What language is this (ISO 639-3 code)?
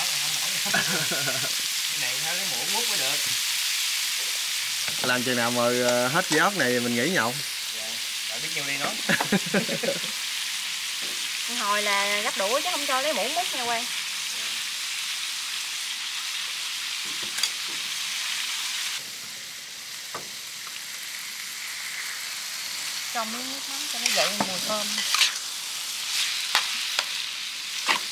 vie